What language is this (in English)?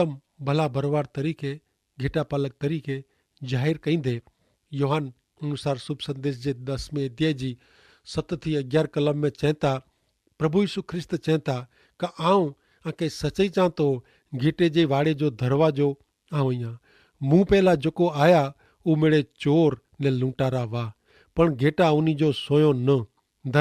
Kachhi